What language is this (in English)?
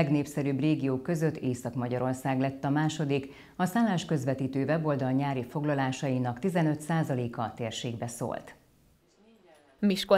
Hungarian